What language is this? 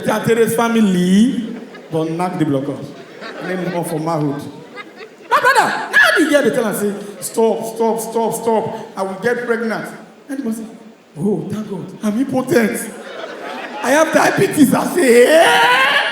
Nigerian Pidgin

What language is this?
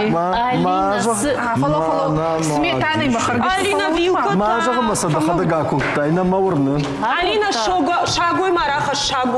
Ossetic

